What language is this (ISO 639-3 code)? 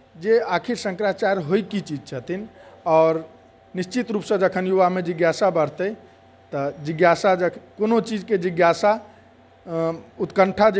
mai